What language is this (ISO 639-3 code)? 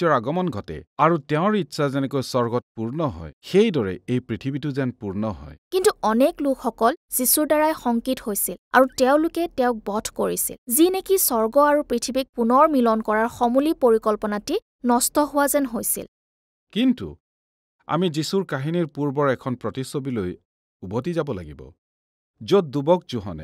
asm